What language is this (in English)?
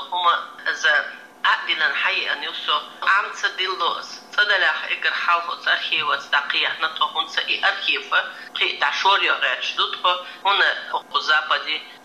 Chechen